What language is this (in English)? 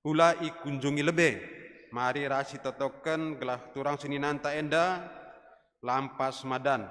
Batak Karo